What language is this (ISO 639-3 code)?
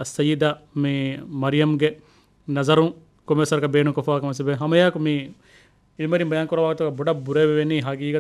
div